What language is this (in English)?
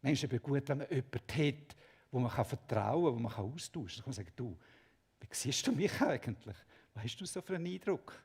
Swiss German